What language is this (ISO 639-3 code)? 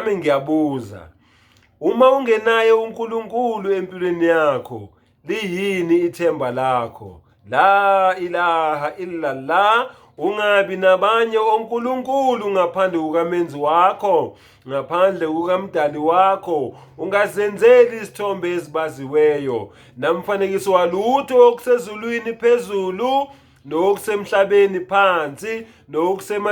zul